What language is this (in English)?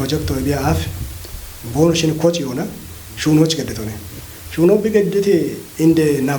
Kafa